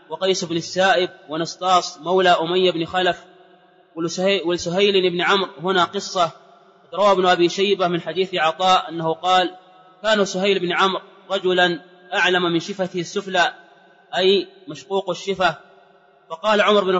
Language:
Arabic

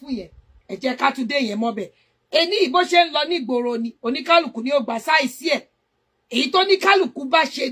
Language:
Yoruba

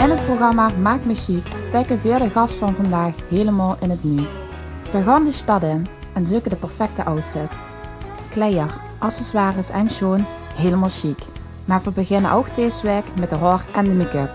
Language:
Limburgish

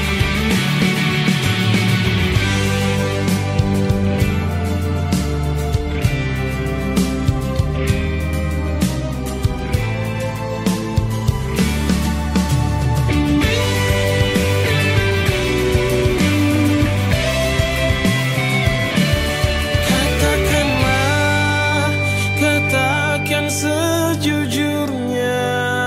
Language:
Indonesian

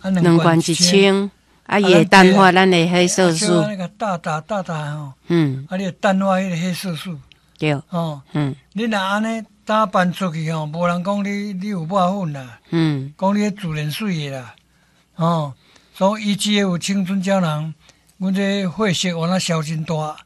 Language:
Min Nan Chinese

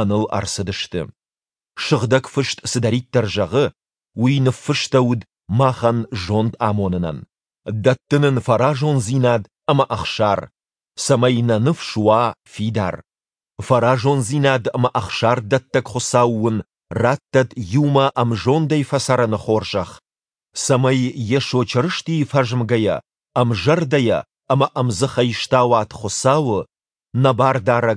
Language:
Ossetic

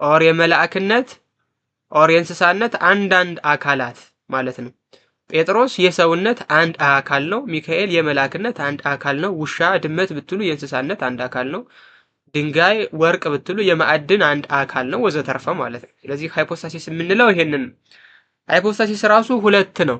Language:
Amharic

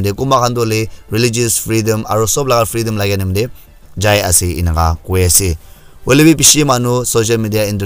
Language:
Naga Pidgin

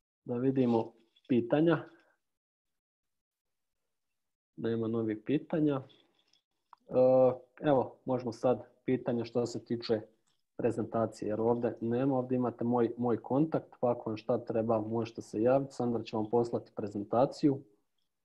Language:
Croatian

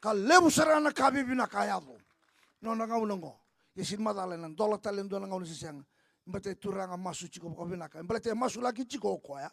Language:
Fijian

